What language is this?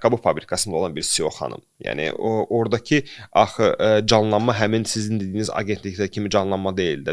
Azerbaijani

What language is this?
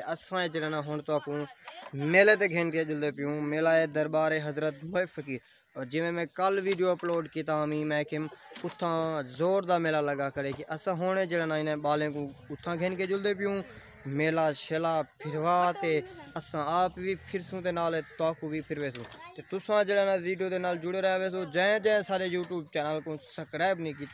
Saraiki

